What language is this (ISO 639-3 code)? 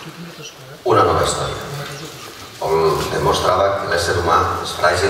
cat